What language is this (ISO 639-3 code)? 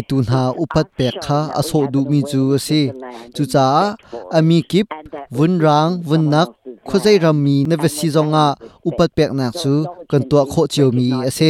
cnh